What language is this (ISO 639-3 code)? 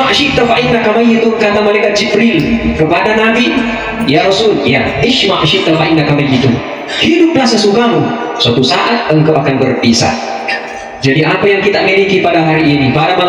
bug